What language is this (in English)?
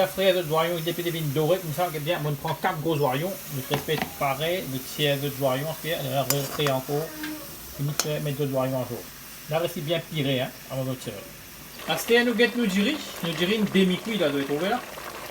Morisyen